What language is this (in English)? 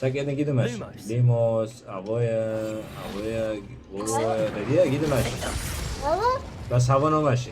Kurdish